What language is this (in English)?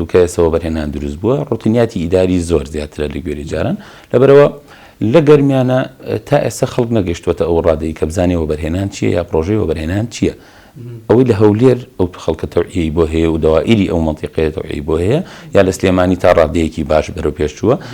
Central Kurdish